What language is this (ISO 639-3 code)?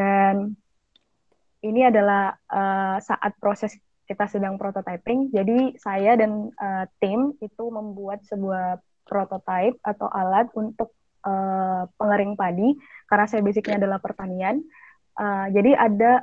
ind